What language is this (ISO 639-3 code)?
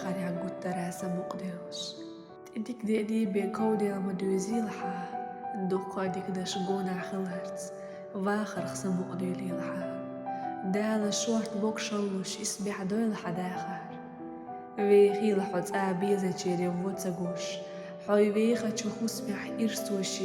che